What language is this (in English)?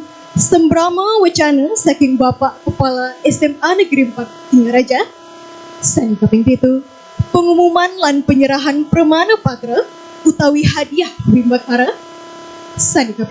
Balinese